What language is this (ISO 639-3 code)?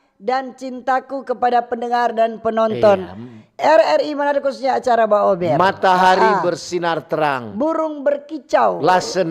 xmm